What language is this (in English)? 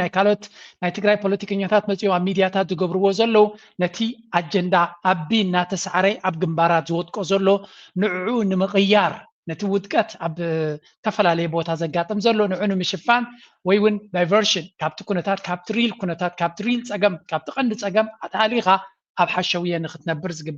Tigrinya